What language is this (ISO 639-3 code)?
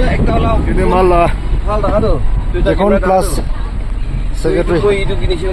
nag